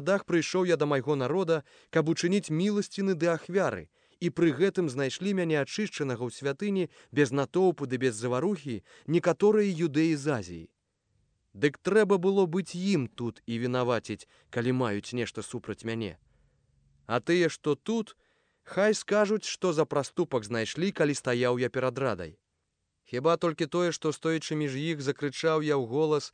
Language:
Belarusian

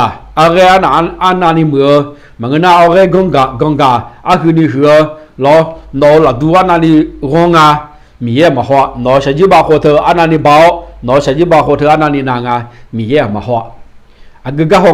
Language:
Akha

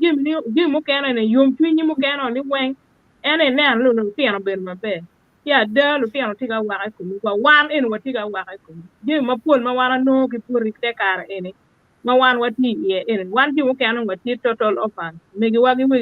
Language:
Acoli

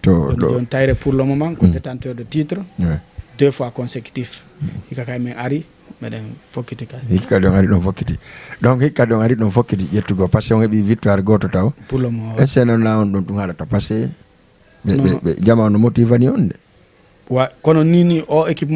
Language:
Fula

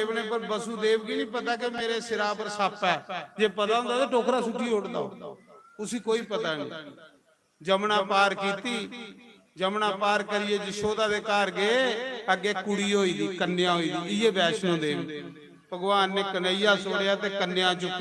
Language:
Dogri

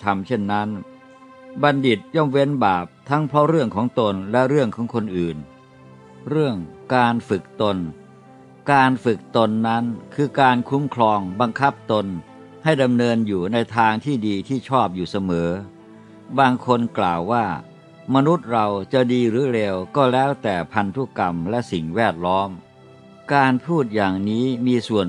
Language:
Thai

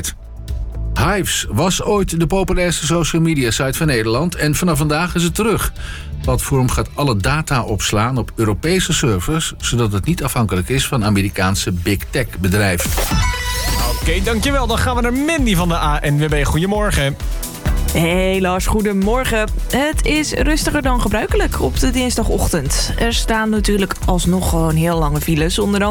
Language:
Dutch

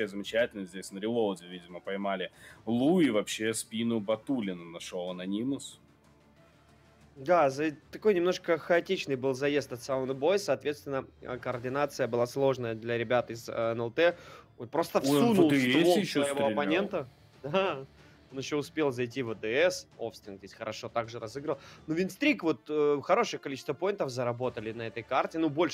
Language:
Russian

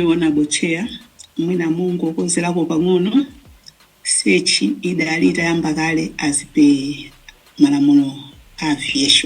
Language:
Nyanja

